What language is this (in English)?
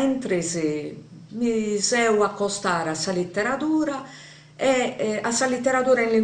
Sardinian